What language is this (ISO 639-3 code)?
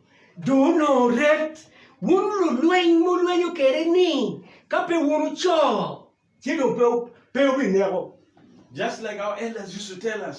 ach